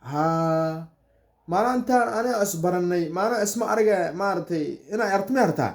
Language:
Somali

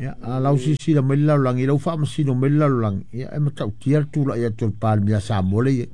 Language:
Samoan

